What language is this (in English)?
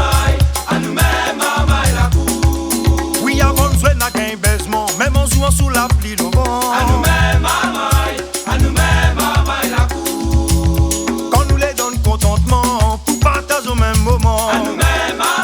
Réunion Creole French